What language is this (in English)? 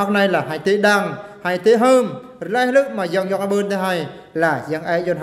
Eastern Bru